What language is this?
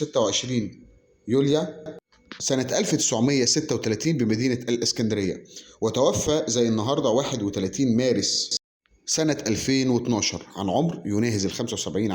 Egyptian Arabic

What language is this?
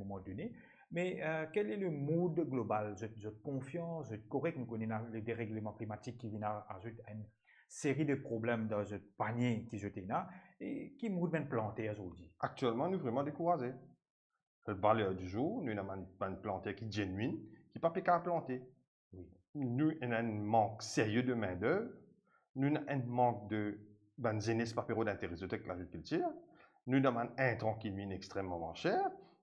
Morisyen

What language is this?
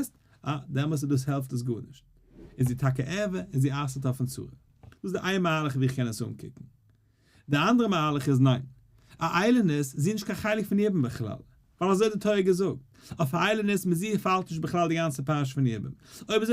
Yiddish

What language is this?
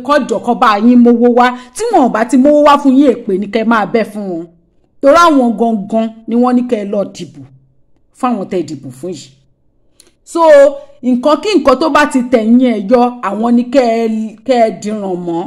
Yoruba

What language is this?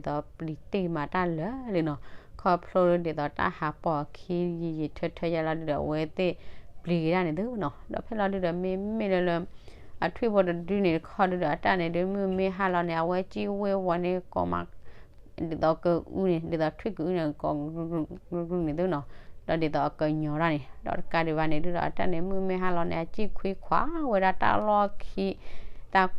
S'gaw Karen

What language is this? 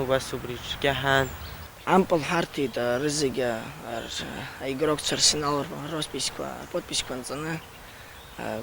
Abkhazian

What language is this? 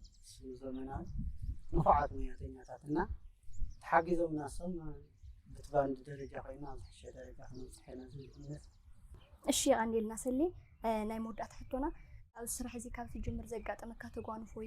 Tigrinya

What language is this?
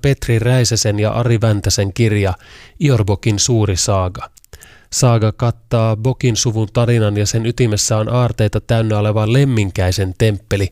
Finnish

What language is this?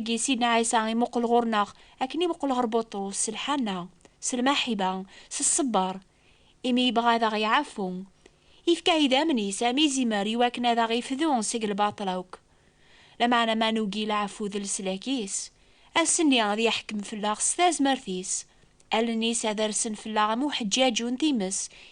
Kabyle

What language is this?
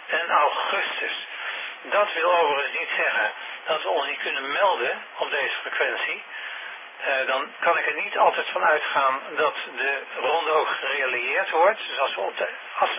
Dutch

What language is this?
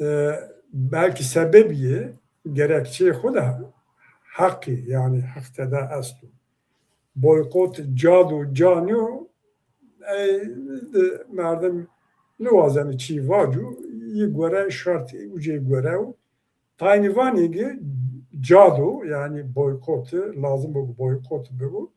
Zaza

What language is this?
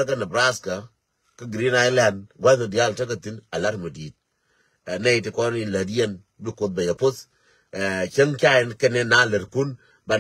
Nuer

